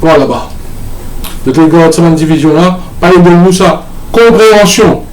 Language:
Morisyen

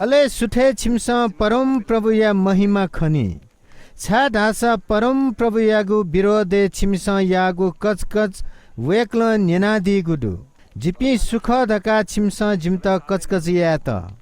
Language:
Newari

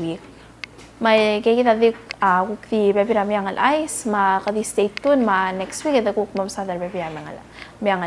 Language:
Palauan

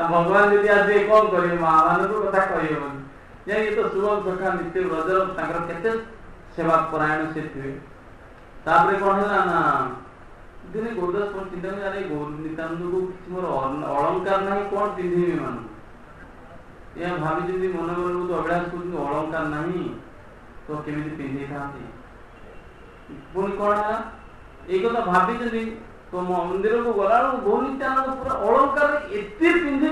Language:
Odia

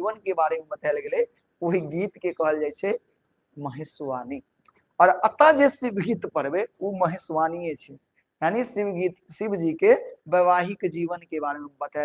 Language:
Maithili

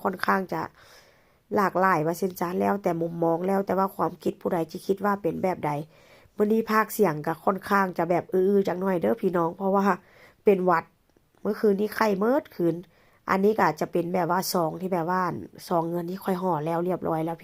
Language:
Northeastern Thai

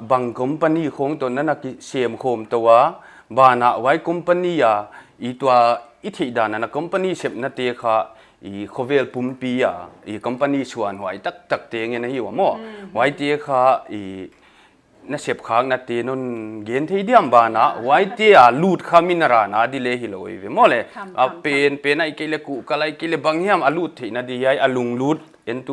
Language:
Paite Chin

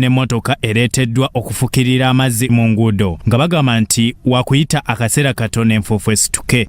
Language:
Ganda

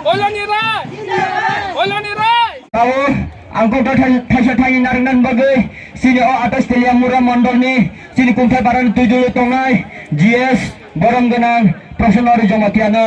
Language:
Kok Borok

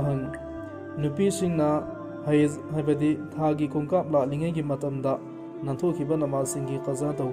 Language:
Manipuri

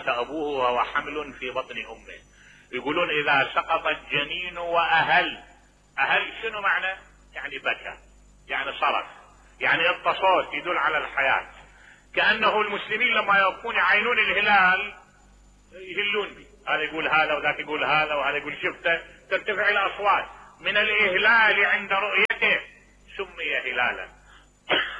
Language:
Mesopotamian Arabic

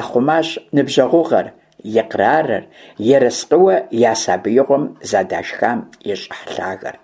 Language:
Kabardian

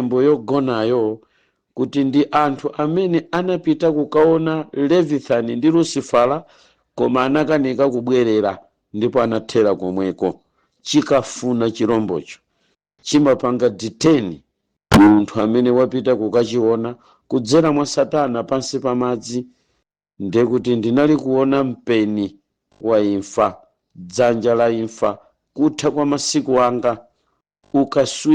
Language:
Nyanja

